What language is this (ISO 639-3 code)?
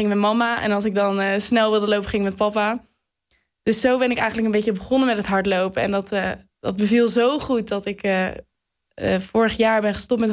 nld